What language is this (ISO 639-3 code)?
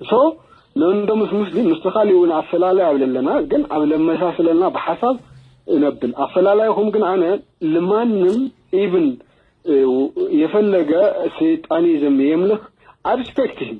tir